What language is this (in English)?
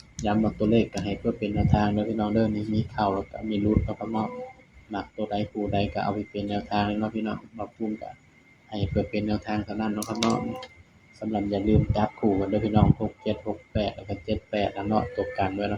Northeastern Thai